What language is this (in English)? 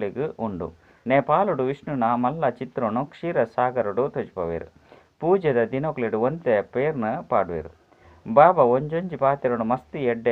Tulu